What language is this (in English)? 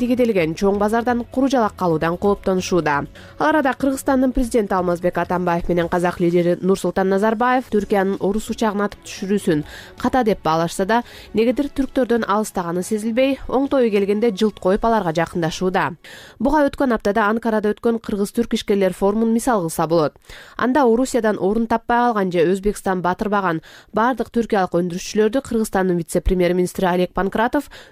Kyrgyz